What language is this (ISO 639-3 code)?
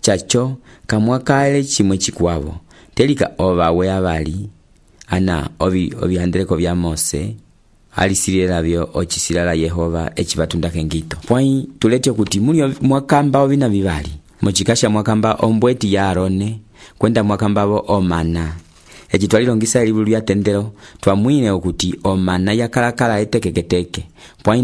umb